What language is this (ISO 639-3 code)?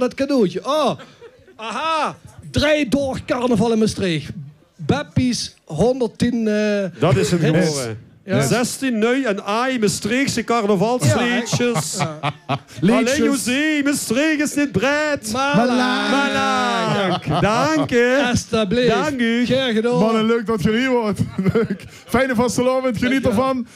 lim